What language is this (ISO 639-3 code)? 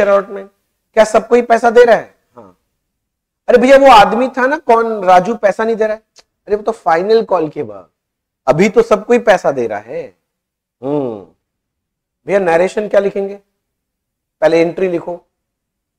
hin